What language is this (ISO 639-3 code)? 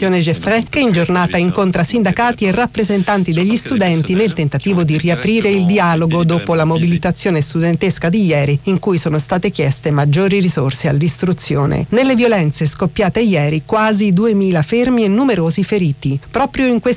ita